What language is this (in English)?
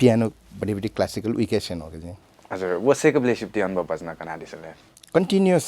Newari